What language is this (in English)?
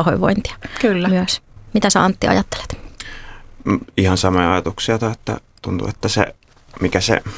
Finnish